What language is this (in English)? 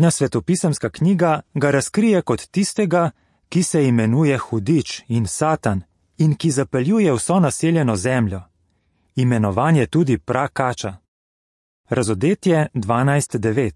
Slovenian